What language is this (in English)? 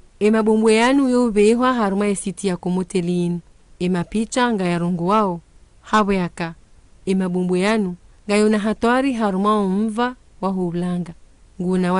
Ngazidja Comorian